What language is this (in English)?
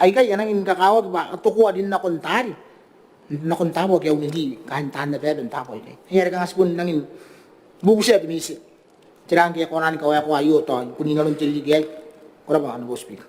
Gilbertese